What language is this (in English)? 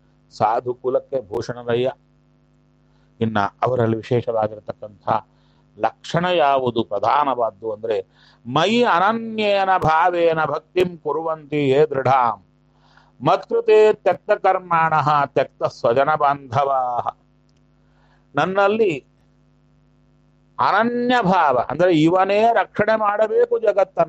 Kannada